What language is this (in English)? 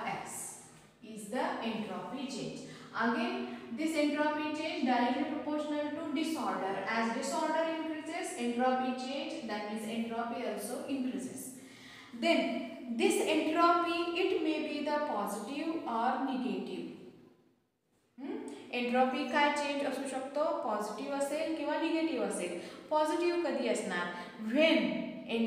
Marathi